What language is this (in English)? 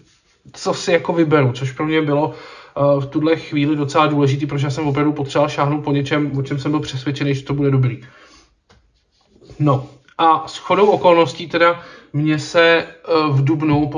Czech